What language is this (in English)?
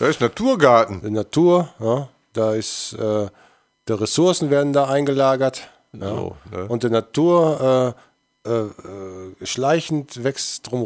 German